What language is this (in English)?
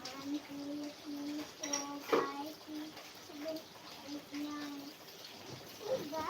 Manipuri